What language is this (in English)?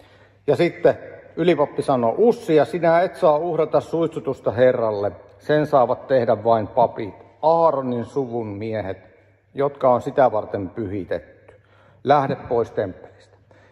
Finnish